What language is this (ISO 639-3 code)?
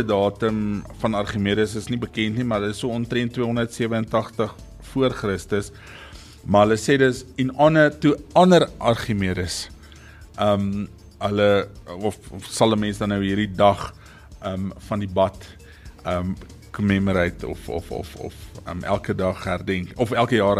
afr